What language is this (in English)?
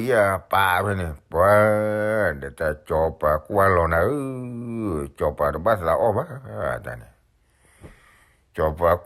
S'gaw Karen